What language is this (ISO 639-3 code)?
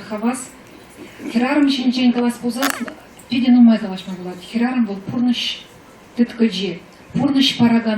chv